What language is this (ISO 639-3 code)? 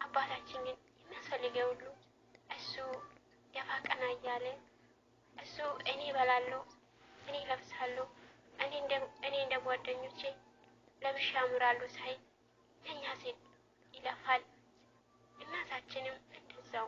amh